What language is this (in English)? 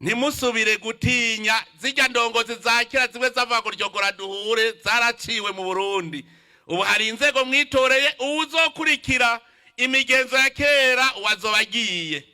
Rundi